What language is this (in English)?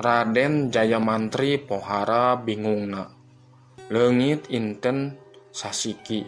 Sundanese